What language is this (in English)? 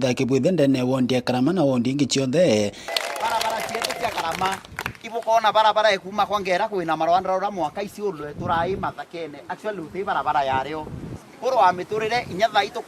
Meru